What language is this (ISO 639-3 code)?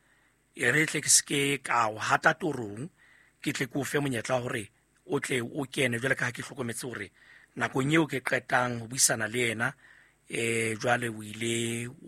sot